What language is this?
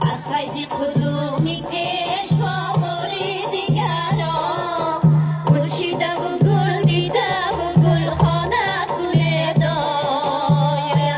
Tajik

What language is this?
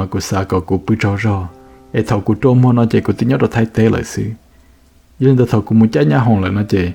Hmong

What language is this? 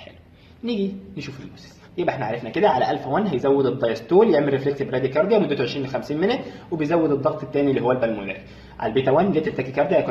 Egyptian Arabic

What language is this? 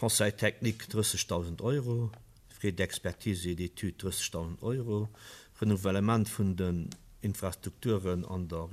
Luxembourgish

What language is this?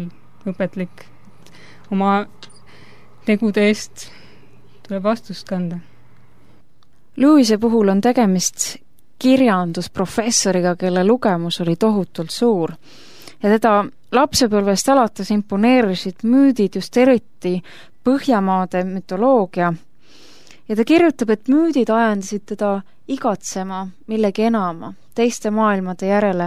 Estonian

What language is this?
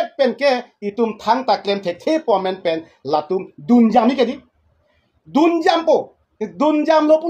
Karbi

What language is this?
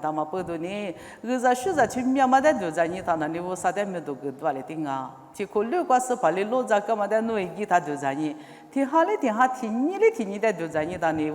Lisu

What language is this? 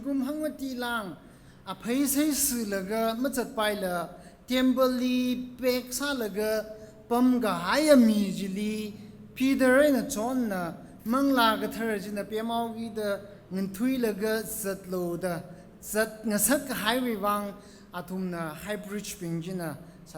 Tangkhul Naga (India)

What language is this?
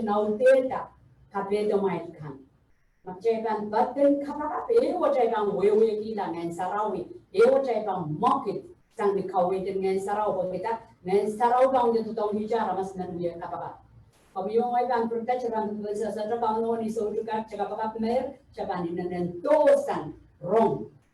Pohnpeian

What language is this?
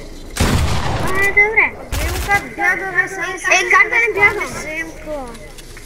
Bulgarian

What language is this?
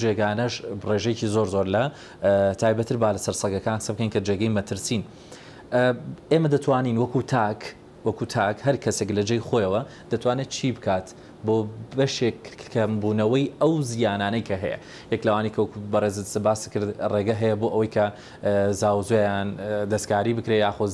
Central Kurdish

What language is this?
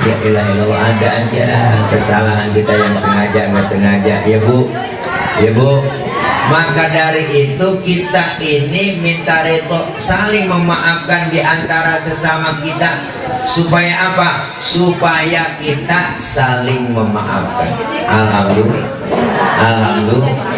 Betawi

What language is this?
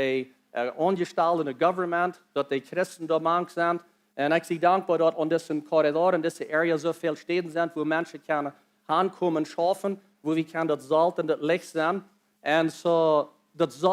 Plautdietsch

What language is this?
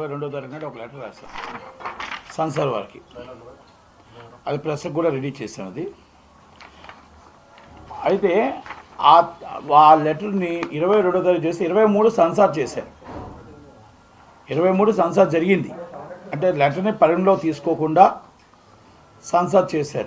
Telugu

